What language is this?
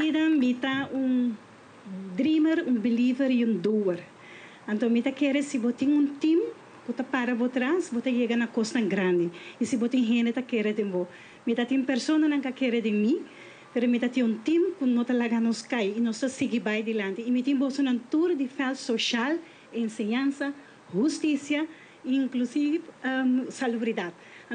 Papiamento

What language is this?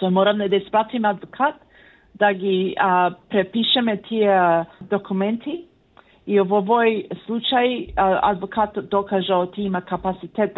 Macedonian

